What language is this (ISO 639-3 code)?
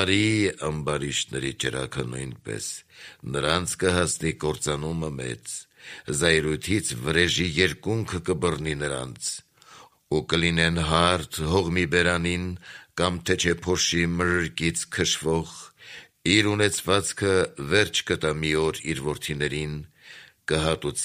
hye